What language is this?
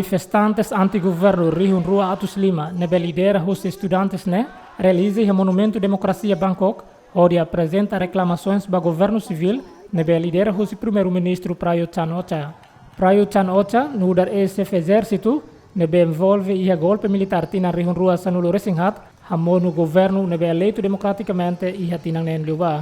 Tetum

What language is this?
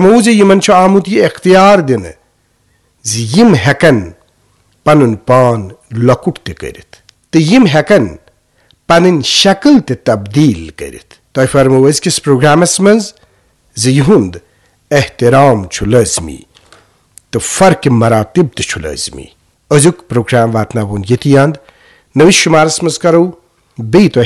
Kashmiri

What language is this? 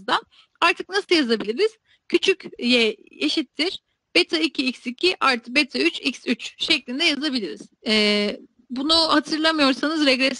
Turkish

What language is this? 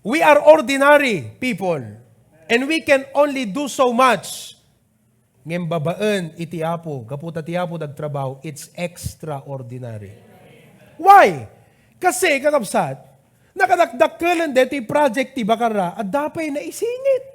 Iloko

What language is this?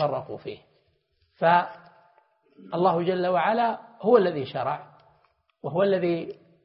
Arabic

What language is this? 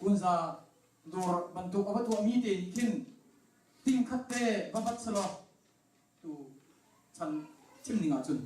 Hakha Chin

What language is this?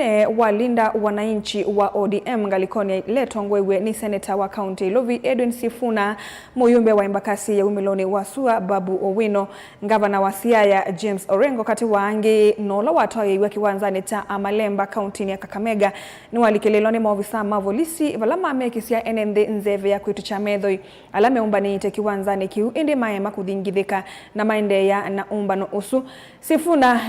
Kamba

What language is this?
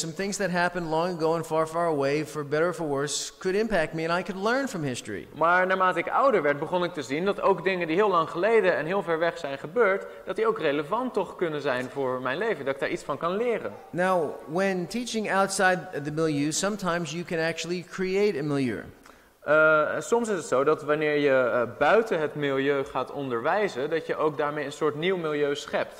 Dutch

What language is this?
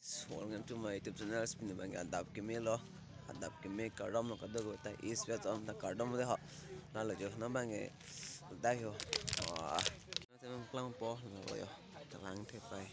Karbi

